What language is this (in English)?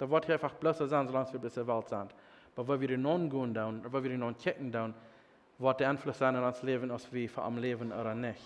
Plautdietsch